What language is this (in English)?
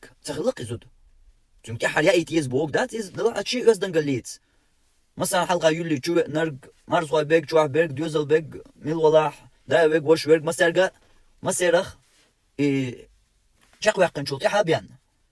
Chechen